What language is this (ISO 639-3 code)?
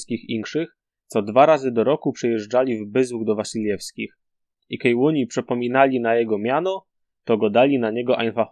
szl